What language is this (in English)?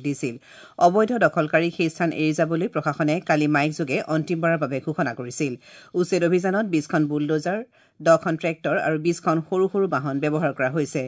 Assamese